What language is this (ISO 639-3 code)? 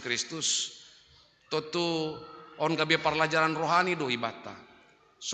bts